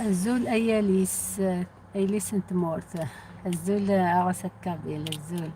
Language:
Algerian Arabic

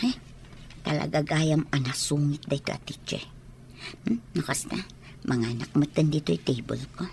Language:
Iloko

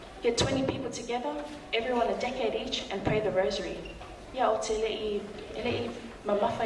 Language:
Samoan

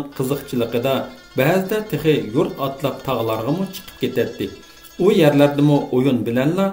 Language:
Uyghur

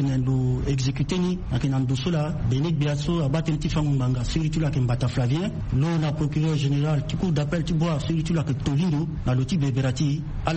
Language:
Sango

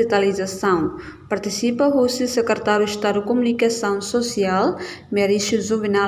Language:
Tetum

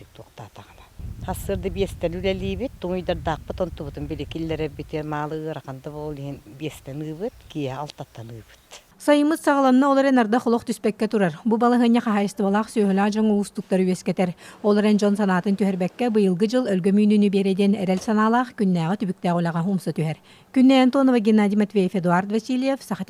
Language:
Yakut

